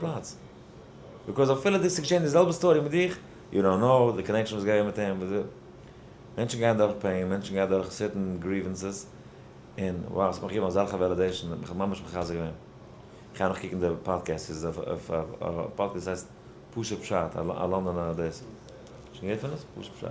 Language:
Yiddish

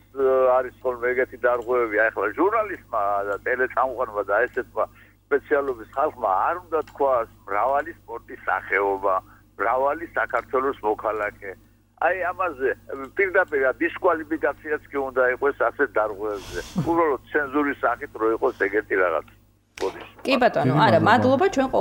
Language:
Georgian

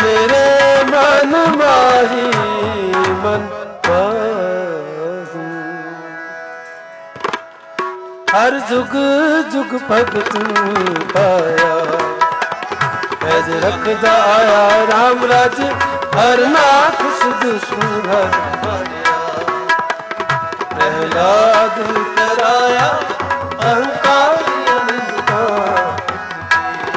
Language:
Punjabi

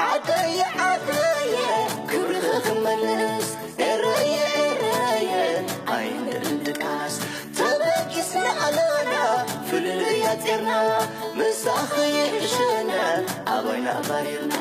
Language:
Tigrinya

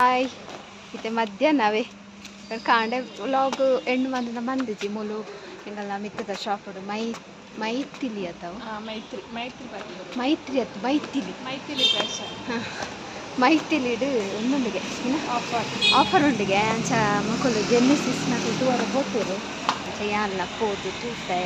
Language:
Tulu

